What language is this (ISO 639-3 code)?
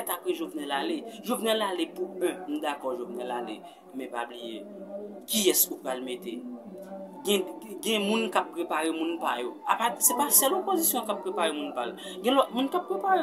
hat